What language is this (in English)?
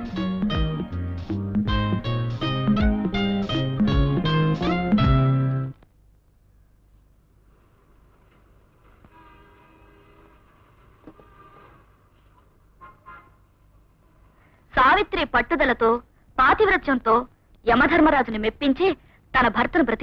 Telugu